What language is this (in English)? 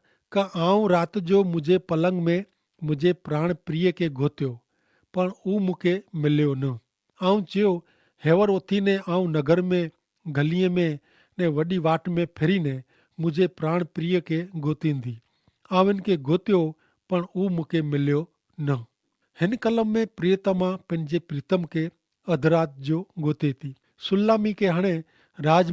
Kachhi